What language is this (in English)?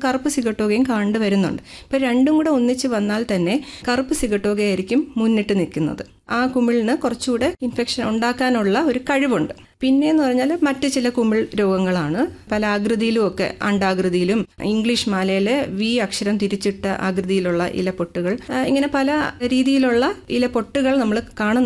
Malayalam